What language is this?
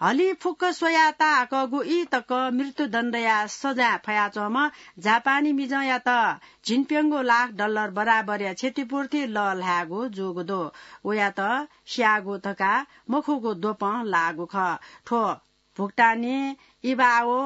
Newari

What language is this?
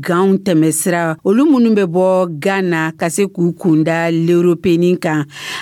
Dyula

